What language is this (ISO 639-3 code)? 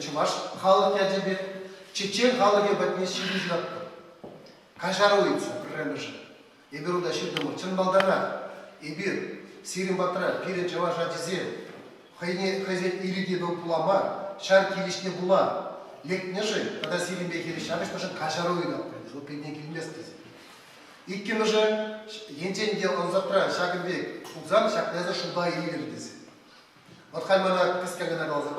chv